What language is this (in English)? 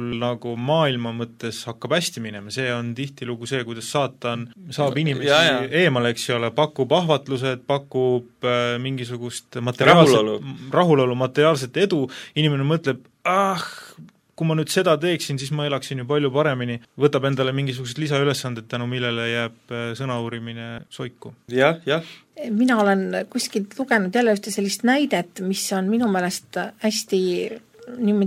Estonian